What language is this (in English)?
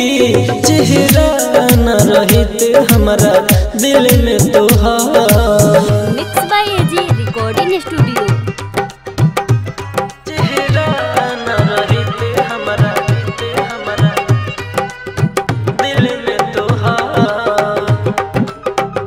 Bhojpuri